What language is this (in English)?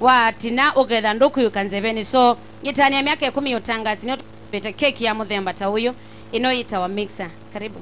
Kamba